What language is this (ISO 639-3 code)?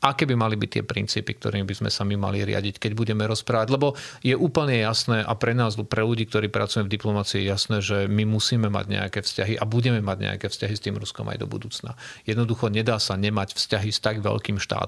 slk